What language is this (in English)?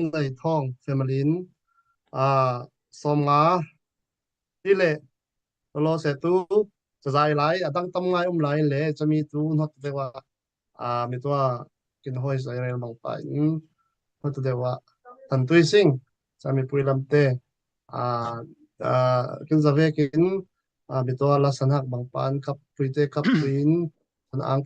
Falam Chin